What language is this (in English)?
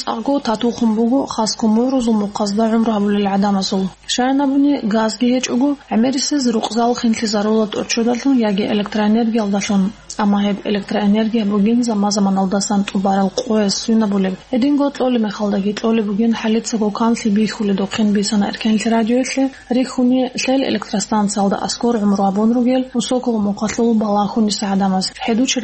Avaric